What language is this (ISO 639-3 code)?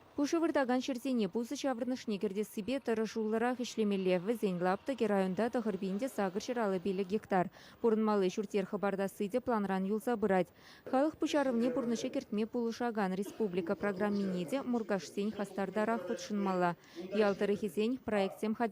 chv